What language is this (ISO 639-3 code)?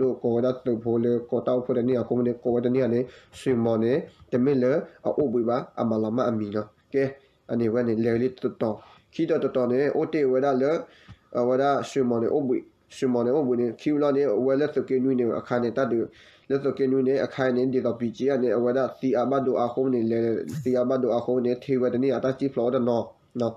ksw